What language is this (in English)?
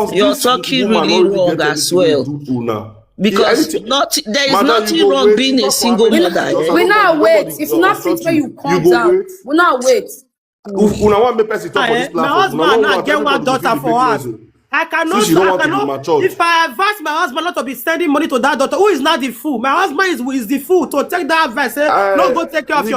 Nigerian Pidgin